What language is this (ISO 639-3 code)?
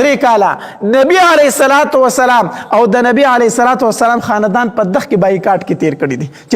pus